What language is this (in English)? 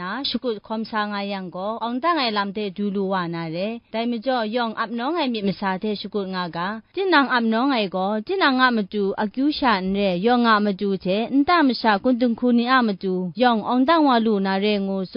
Kachin